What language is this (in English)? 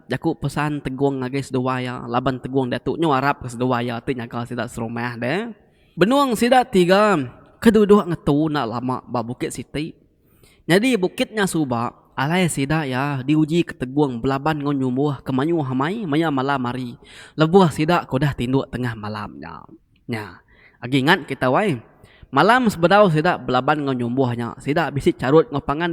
Iban